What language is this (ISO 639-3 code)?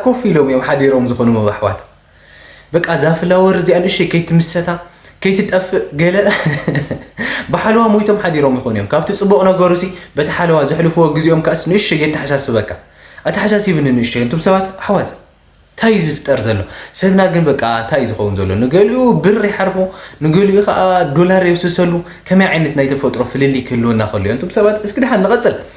tir